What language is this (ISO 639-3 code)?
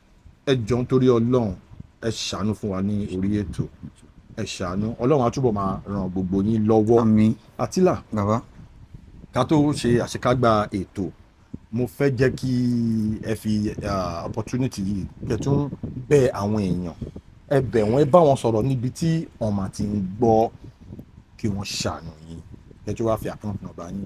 yor